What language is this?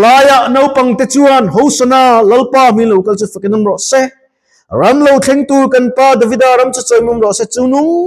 Mizo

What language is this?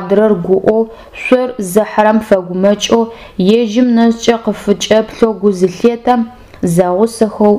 Adyghe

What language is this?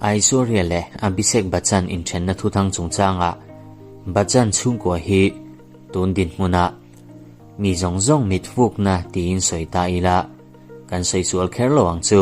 Mizo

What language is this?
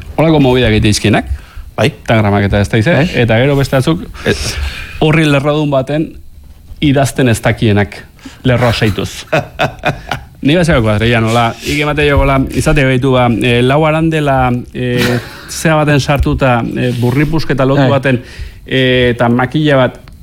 Basque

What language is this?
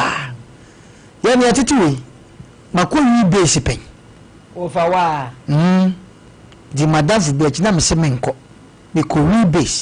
Akan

